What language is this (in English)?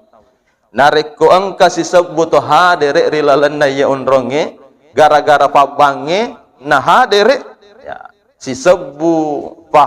Buginese